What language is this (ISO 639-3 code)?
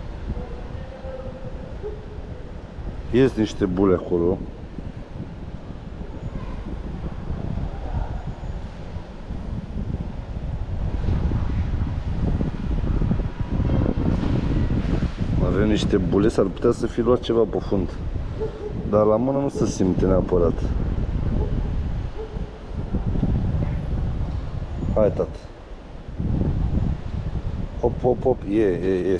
ron